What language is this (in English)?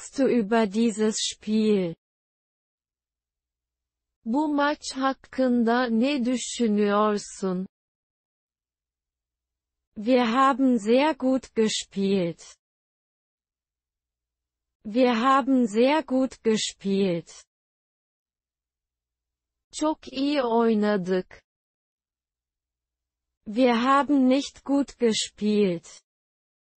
German